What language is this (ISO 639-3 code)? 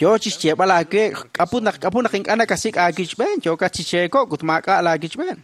kek